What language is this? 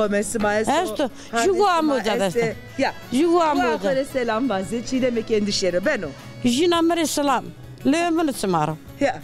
Zaza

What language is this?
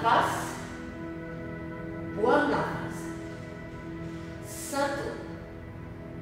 Indonesian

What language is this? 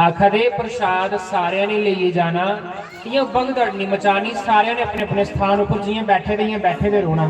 Dogri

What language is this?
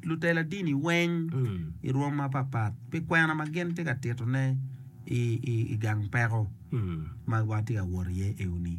Acoli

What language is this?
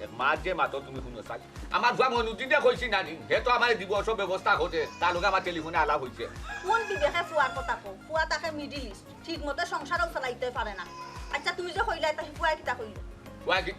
Sylheti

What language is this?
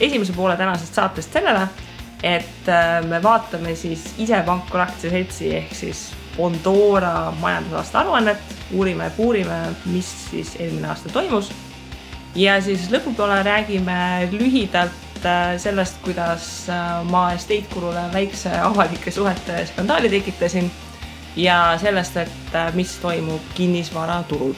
Estonian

